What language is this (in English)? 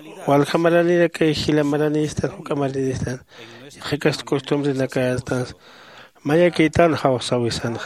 Aymara